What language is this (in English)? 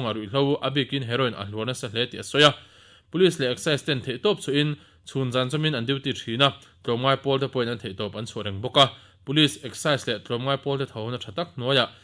Mizo